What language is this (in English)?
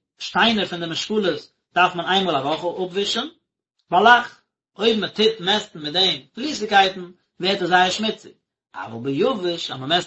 Yiddish